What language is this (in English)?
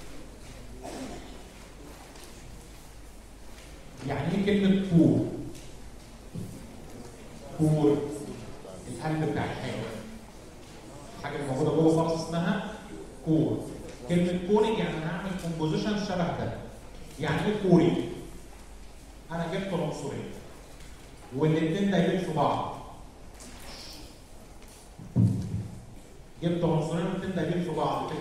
Egyptian Arabic